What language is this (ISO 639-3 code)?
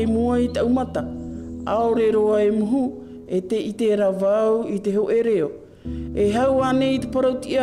tah